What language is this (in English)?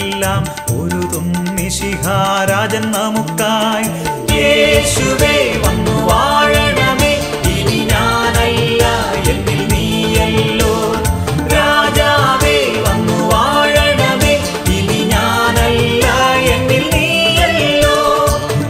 Malayalam